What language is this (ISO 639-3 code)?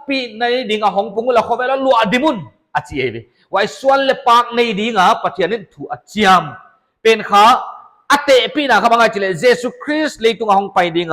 pck